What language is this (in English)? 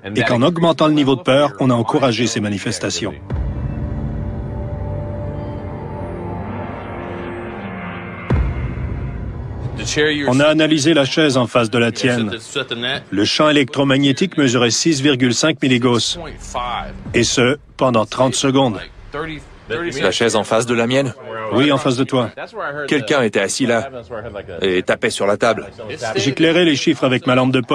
French